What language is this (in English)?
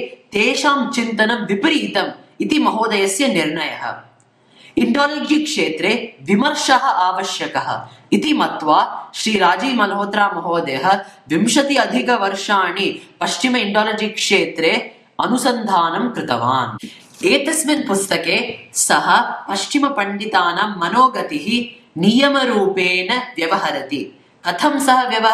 Sanskrit